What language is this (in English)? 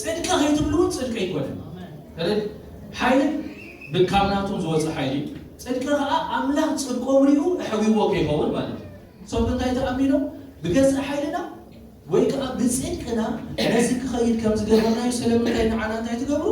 Tigrinya